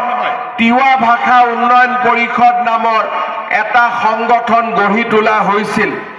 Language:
Assamese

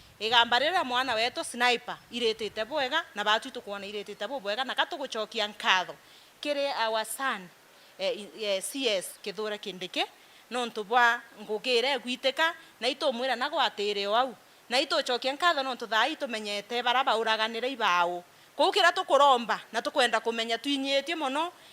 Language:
Meru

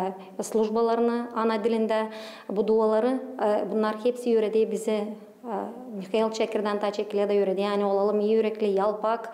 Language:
Gagauz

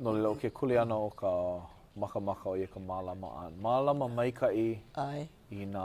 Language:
Hawaiian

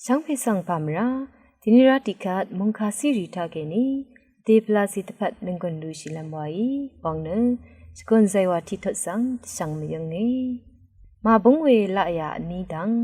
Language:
Rawang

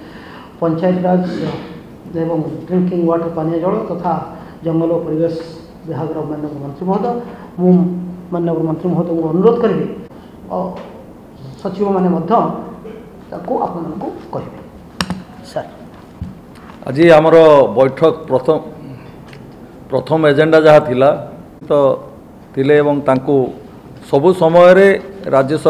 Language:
Odia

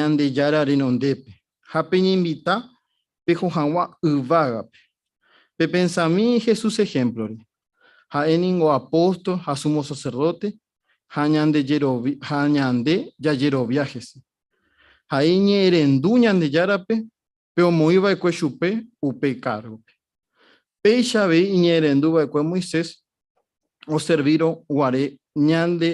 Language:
Guarani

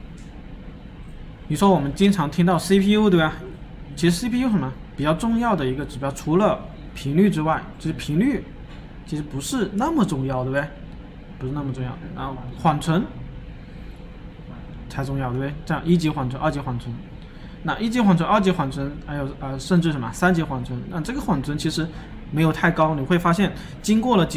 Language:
Chinese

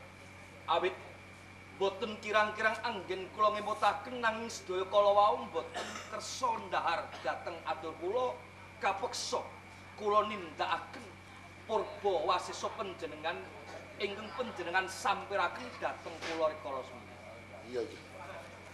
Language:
Javanese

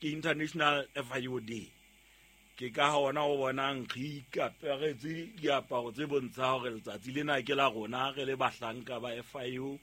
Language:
Southern Sotho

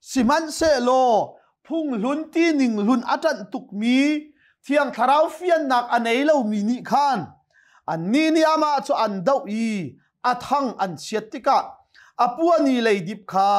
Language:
Hakha Chin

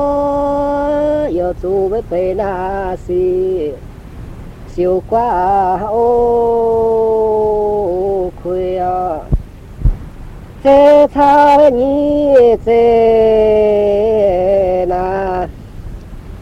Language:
Vietnamese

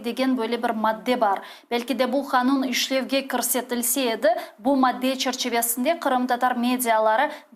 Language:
Crimean Tatar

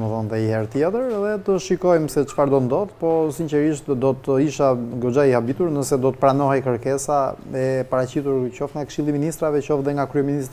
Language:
Albanian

